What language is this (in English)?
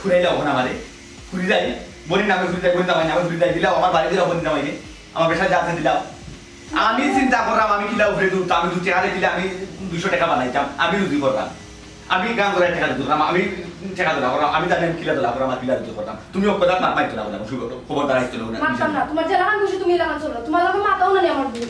Sylheti